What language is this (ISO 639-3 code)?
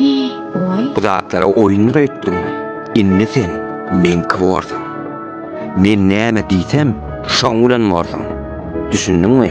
tuk